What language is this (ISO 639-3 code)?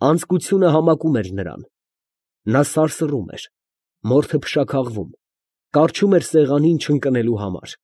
hye